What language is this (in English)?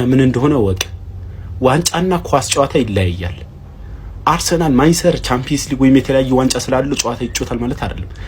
Amharic